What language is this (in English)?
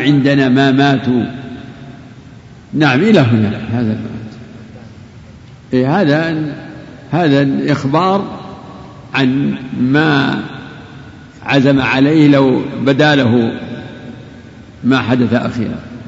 Arabic